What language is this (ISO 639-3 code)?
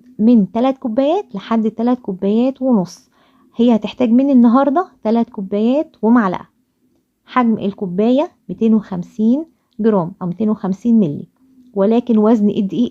arz